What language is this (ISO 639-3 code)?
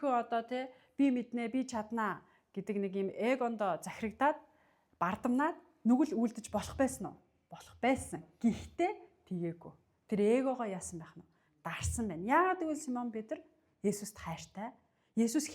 mon